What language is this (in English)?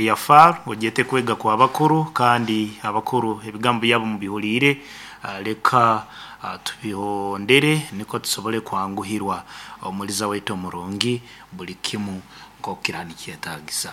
Nyoro